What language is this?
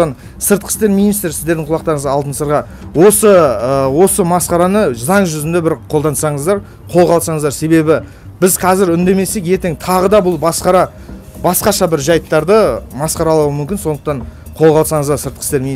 Kazakh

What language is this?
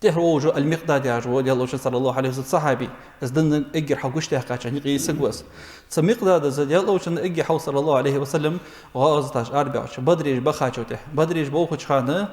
Ingush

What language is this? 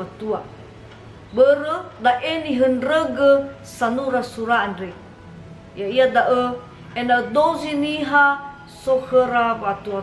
Nias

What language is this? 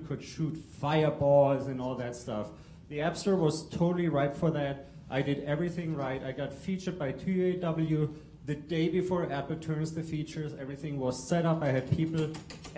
English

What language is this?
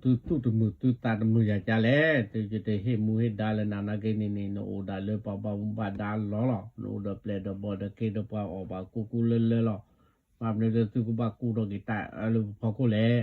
S'gaw Karen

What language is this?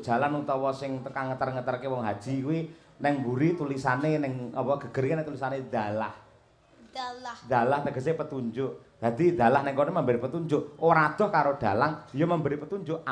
Javanese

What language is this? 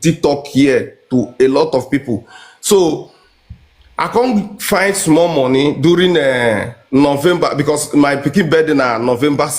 Nigerian Pidgin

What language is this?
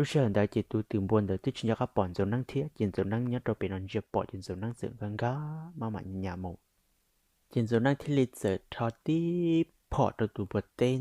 Hmong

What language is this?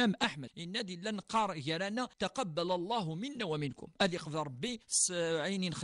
Kabyle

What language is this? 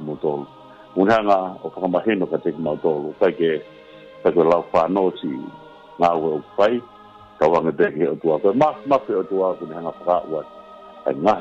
Tongan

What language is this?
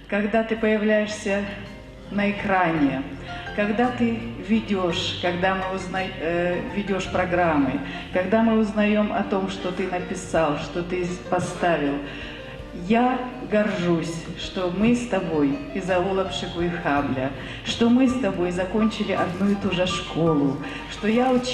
Adyghe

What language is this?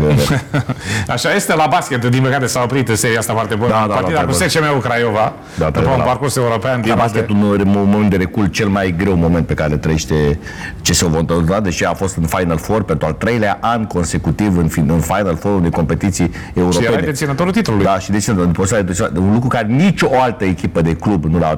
Romanian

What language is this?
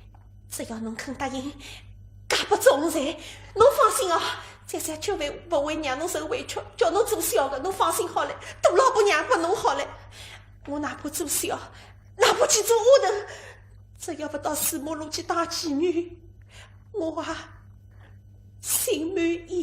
Wu Chinese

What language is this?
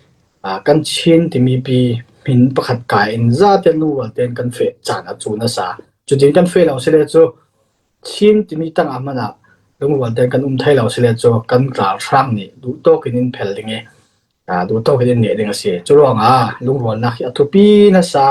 Falam Chin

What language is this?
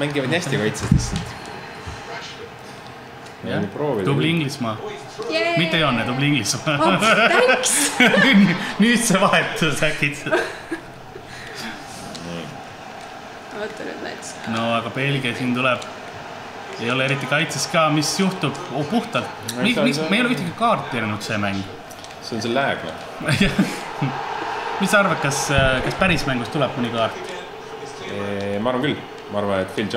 Estonian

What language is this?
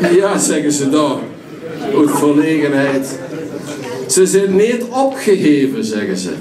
Limburgish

